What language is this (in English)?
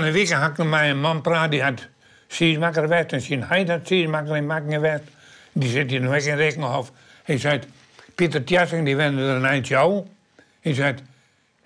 Western Frisian